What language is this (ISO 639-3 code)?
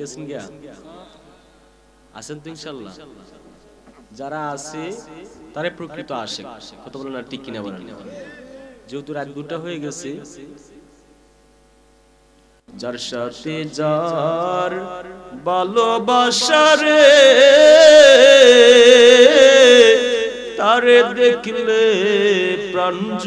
ben